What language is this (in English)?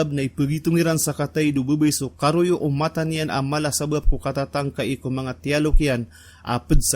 Maranao